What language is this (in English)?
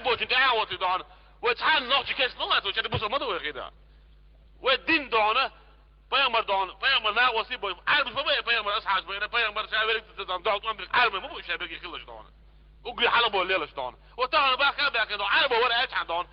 Chechen